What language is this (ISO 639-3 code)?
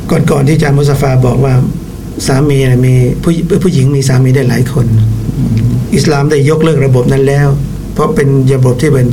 tha